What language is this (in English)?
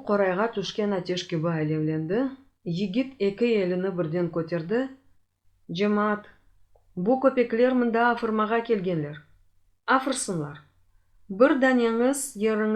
Crimean Tatar